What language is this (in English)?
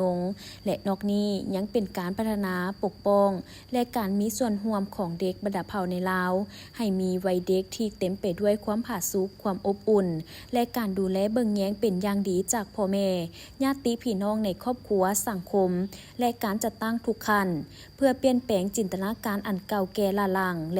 Lao